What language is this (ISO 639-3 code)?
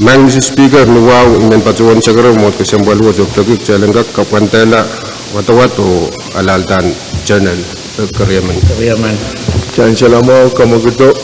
pon